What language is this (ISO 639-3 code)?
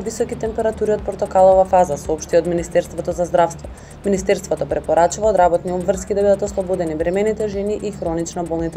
mkd